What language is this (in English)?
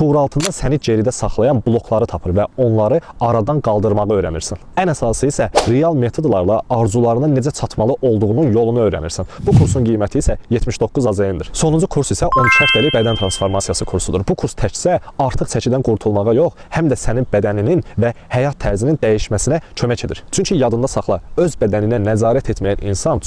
Azerbaijani